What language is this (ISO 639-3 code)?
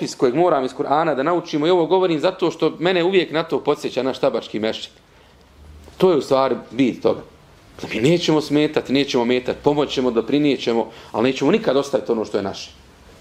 bos